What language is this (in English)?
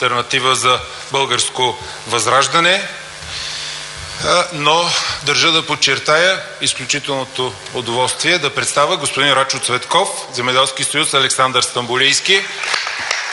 Bulgarian